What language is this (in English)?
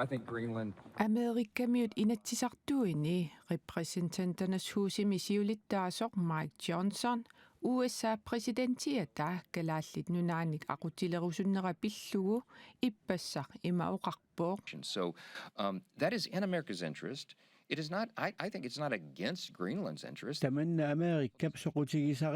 Kalaallisut